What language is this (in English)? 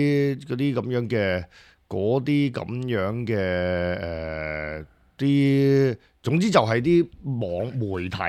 Cantonese